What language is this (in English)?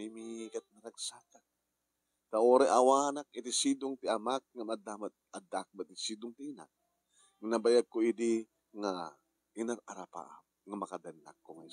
Iloko